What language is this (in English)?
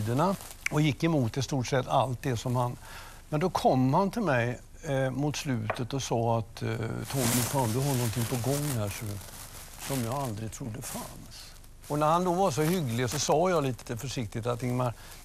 Swedish